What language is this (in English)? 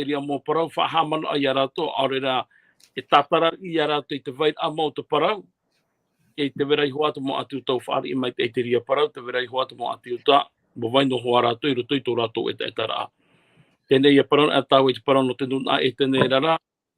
Tahitian